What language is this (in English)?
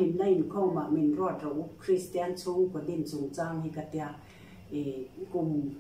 Mizo